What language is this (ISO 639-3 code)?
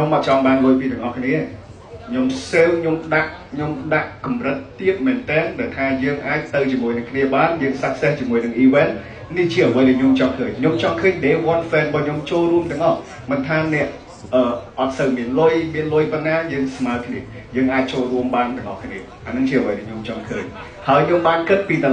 khm